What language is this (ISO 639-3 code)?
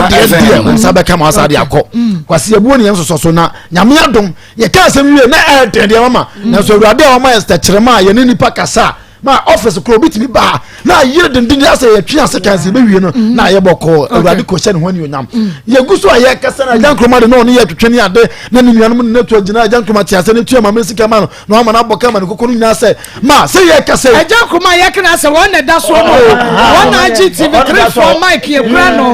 aka